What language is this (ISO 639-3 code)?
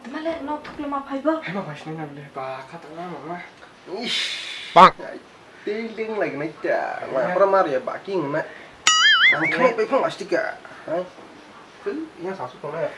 trp